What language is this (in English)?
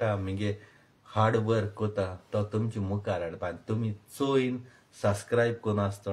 Konkani